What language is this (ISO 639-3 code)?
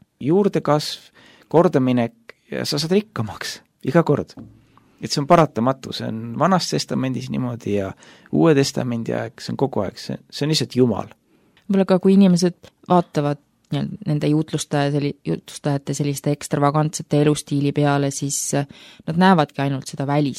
est